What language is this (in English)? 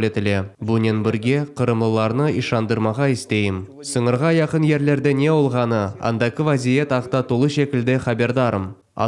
Crimean Tatar